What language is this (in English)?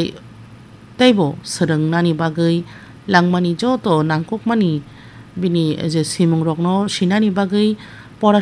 Kok Borok